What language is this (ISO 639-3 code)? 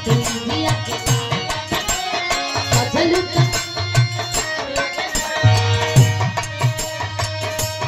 bho